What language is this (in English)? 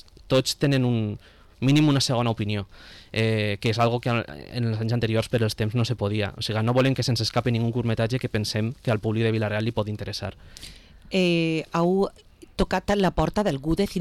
Catalan